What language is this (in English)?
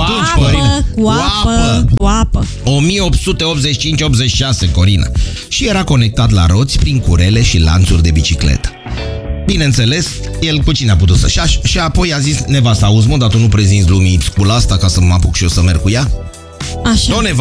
Romanian